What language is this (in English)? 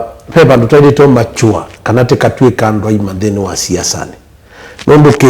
Kamba